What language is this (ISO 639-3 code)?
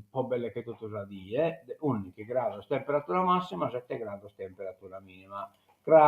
srd